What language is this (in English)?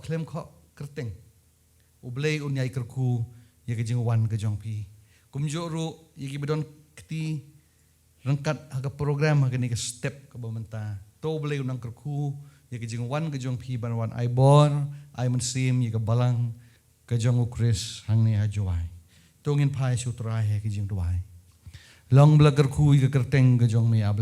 Khasi